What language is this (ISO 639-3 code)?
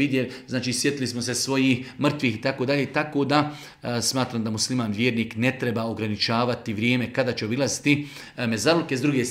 bos